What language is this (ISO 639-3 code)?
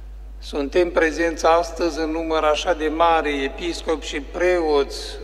ron